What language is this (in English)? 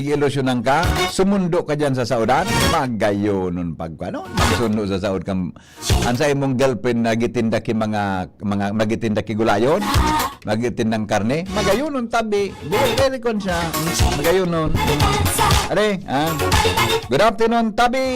Bikol